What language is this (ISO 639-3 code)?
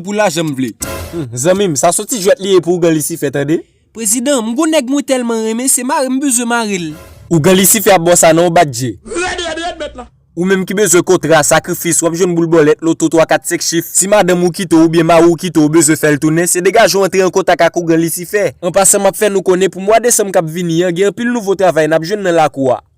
hat